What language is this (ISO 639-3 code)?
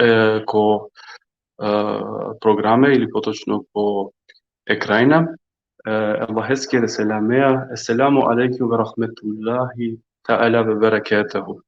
rmn